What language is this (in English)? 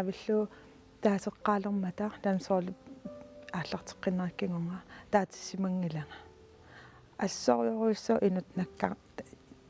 Kalaallisut